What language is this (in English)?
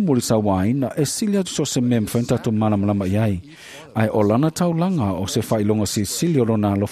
Samoan